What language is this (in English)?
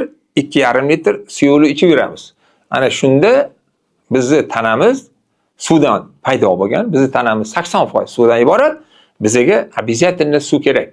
Uzbek